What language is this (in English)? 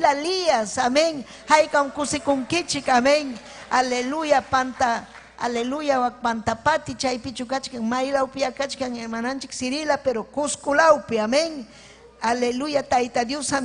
Ayacucho Quechua